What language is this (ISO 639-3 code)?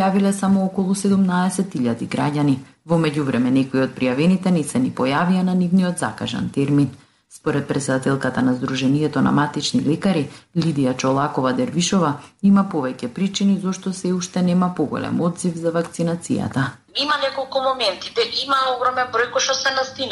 mkd